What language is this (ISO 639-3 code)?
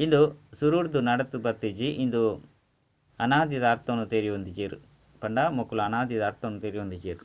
tcy